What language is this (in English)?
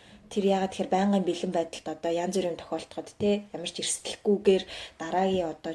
Mongolian